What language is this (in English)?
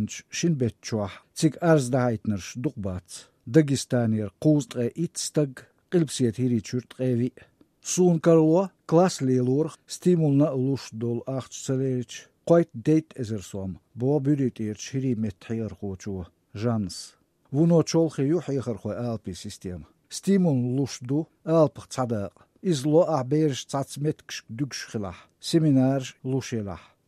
Chechen